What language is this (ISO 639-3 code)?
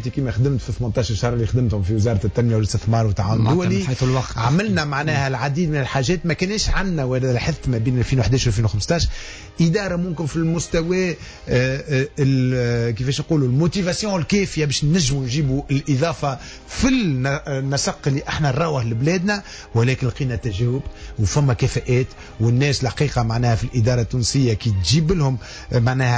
aeb